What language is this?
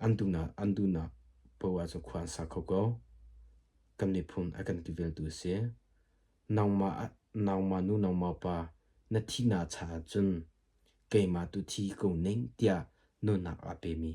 Hakha Chin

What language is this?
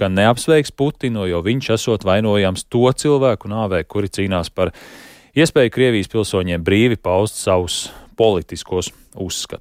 Latvian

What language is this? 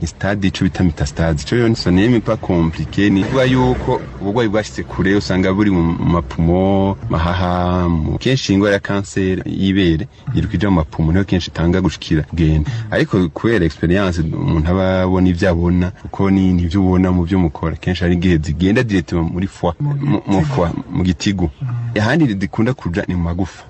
Rundi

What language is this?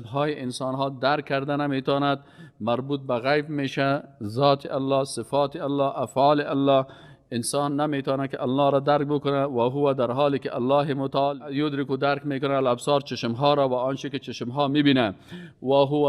Persian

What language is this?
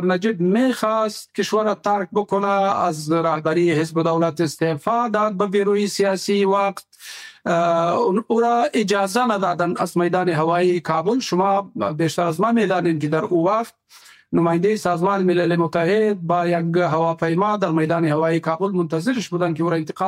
Persian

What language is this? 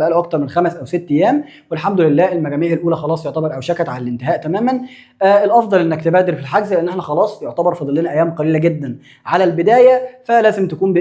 Egyptian Arabic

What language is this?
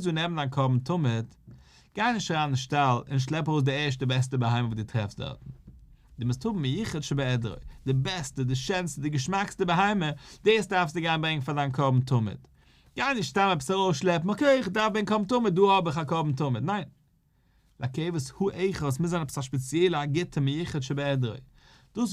Yiddish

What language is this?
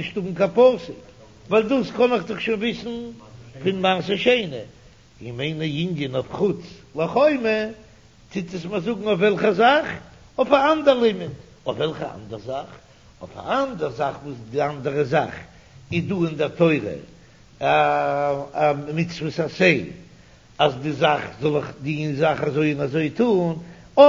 Yiddish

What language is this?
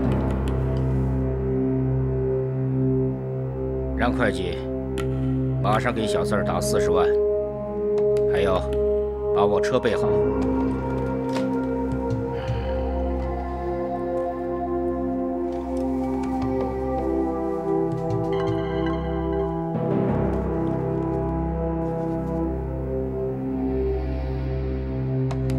Chinese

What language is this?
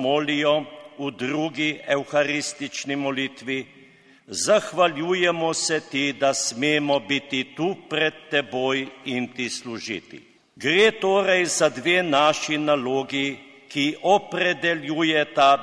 Slovenian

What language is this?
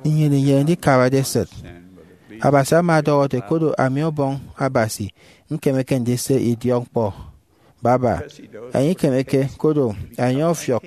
Efik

